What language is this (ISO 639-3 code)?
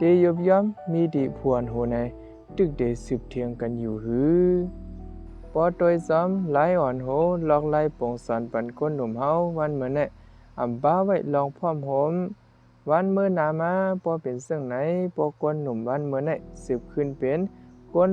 shn